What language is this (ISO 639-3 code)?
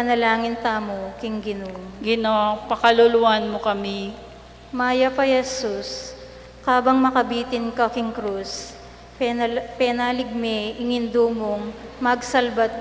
pam